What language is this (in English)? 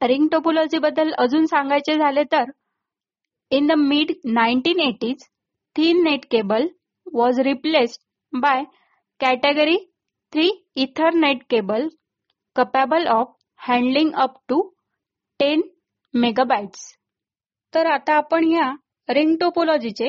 Marathi